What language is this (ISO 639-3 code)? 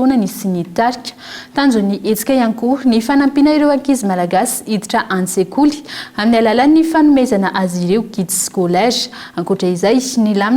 mlg